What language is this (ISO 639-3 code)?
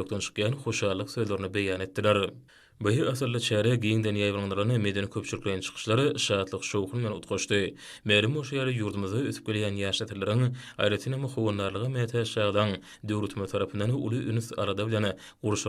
tuk